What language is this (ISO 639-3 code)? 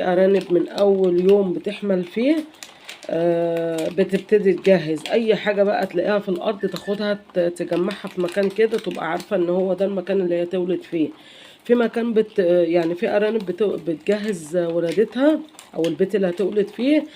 arz